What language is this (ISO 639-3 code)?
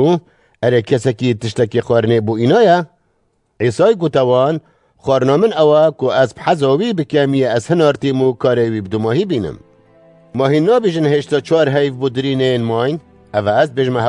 kur